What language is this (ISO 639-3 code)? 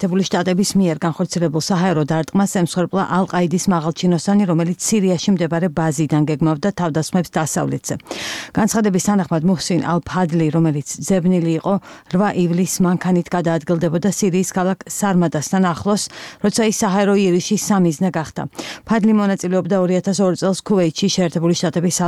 kat